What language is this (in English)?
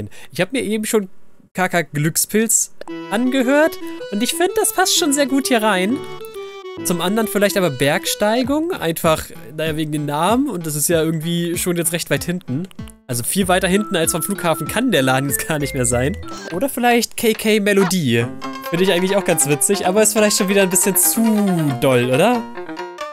German